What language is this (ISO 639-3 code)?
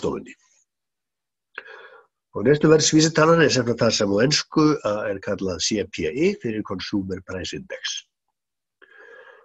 isl